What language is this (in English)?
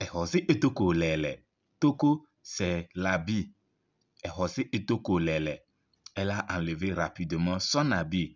Kabiyè